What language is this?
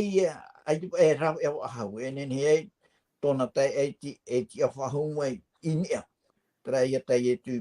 Tahitian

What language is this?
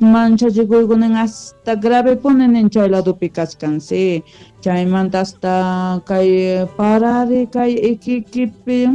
Quechua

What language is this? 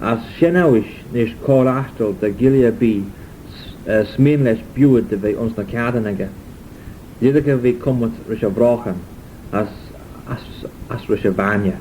Manx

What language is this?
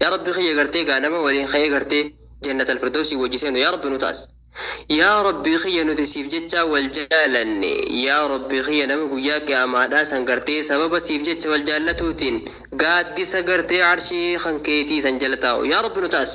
Oromo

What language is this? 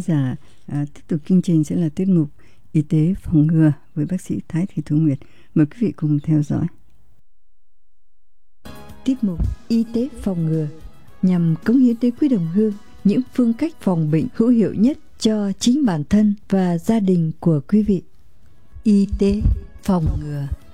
Vietnamese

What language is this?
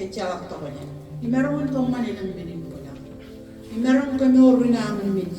Marshallese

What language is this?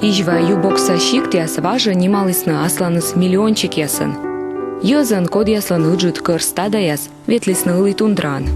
Komi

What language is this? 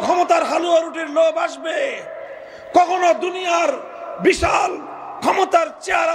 Bangla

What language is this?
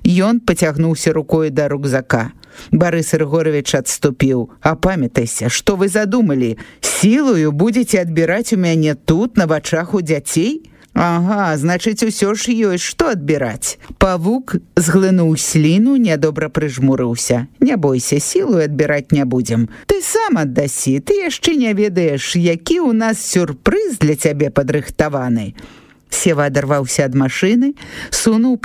Belarusian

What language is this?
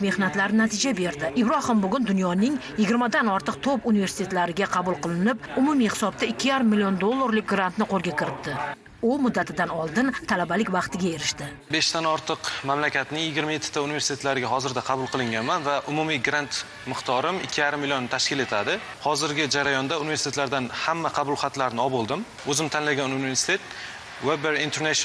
Uzbek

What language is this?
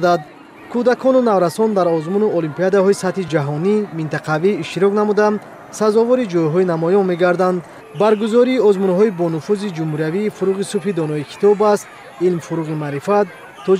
Tajik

